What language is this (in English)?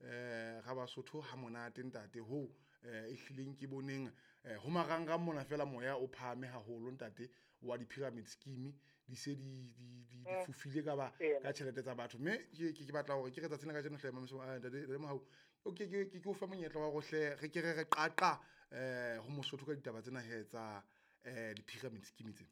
Southern Sotho